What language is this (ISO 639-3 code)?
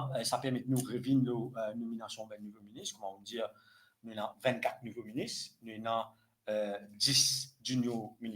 mfe